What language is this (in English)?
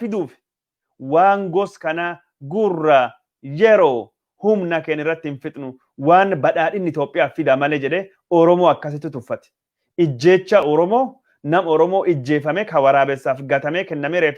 Oromo